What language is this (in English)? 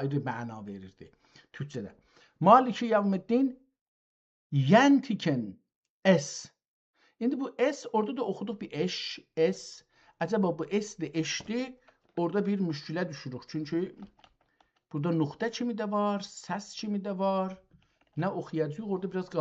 South Azerbaijani